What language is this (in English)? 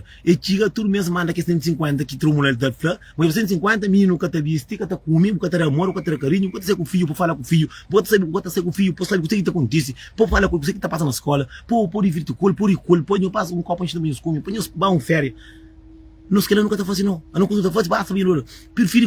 Kabuverdianu